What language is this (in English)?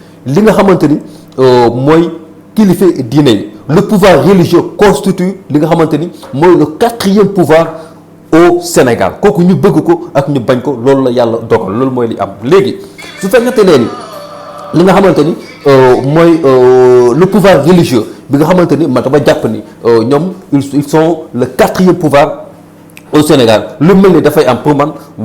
Wolof